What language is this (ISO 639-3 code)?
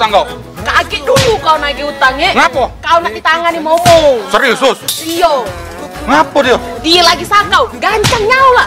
mui